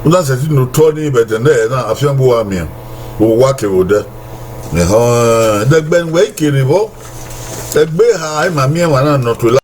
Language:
Bini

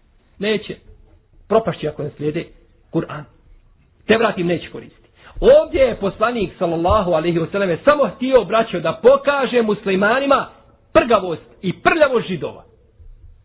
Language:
Bosnian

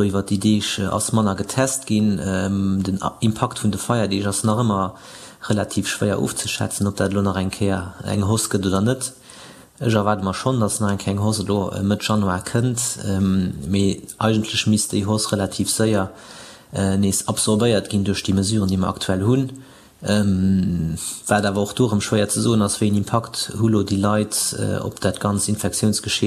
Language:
Luxembourgish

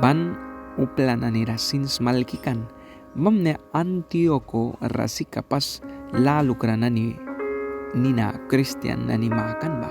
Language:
Mískito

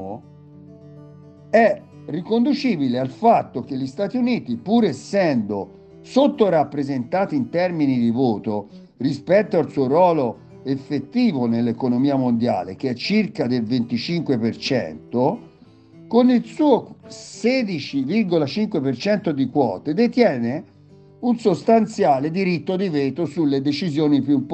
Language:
Italian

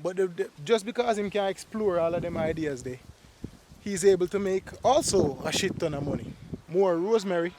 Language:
Jamaican Creole English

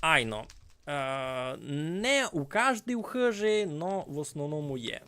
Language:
Rusyn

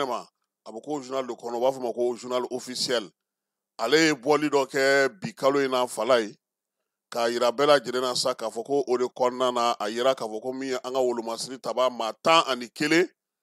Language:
Bambara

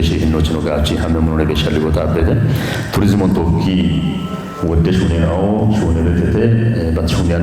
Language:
Kafa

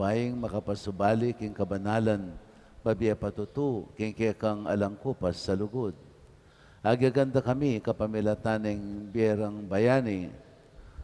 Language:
Pampanga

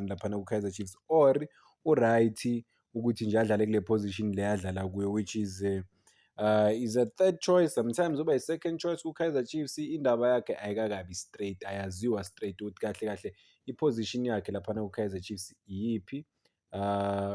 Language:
Zulu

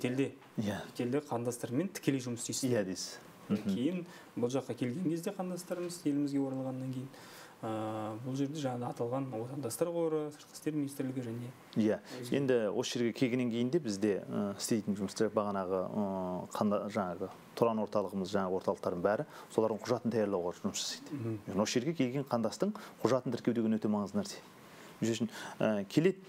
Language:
Kazakh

